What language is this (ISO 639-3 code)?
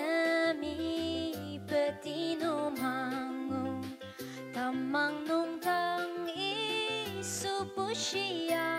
njo